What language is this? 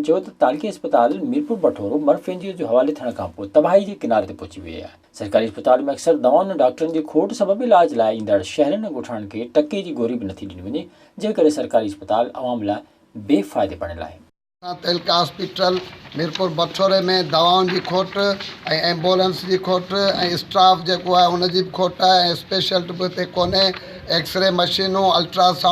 Sindhi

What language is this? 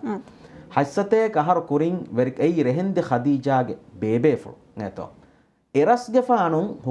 Divehi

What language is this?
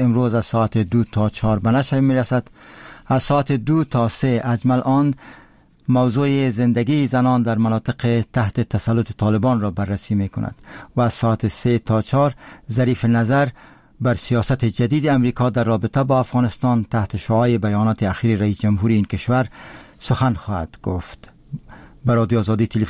Persian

